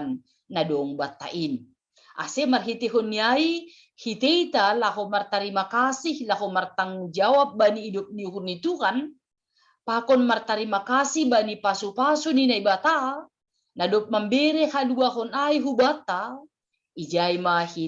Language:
Batak Simalungun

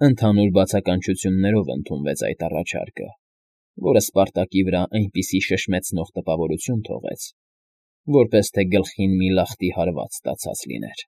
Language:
Armenian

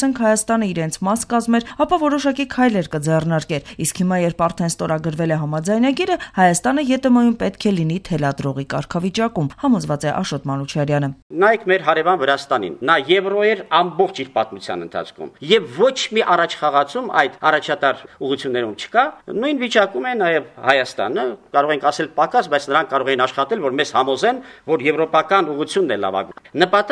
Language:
Armenian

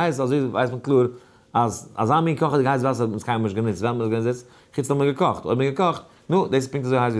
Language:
Yiddish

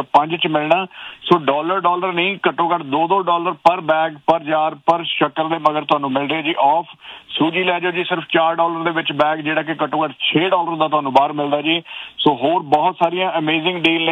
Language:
Punjabi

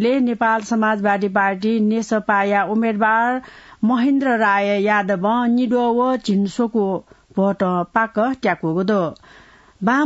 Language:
Newari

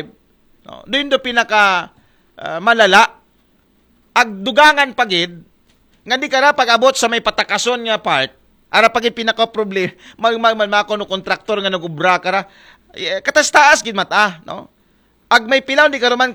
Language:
Aklanon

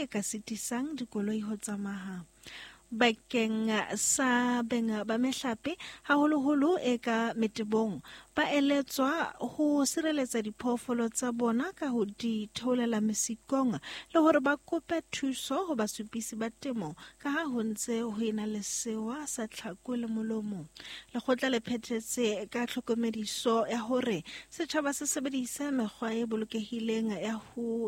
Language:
Southern Sotho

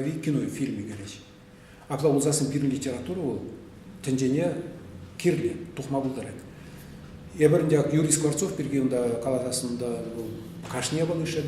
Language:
Chuvash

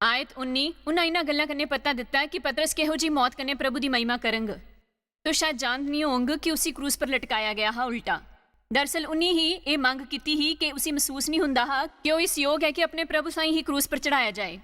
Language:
Dogri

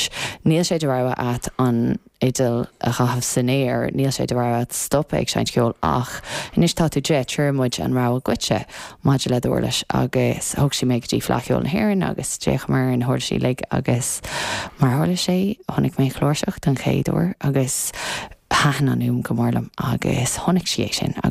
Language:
Irish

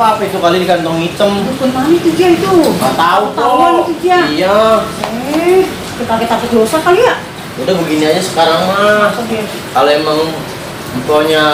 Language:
Betawi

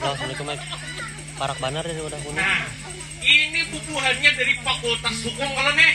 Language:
Banjar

